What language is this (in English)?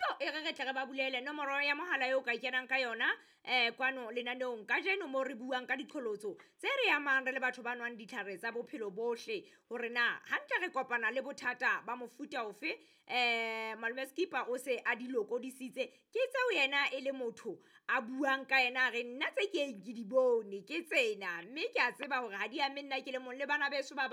Southern Sotho